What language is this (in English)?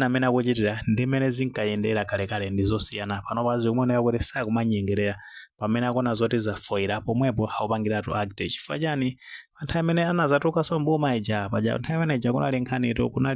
Nyanja